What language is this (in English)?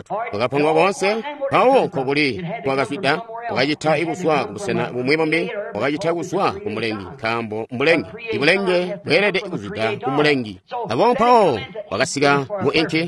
Tonga (Zambia)